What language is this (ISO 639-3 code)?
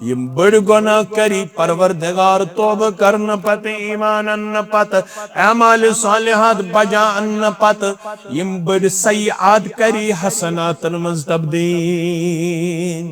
kas